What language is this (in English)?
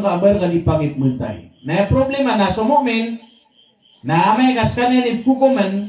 Maranao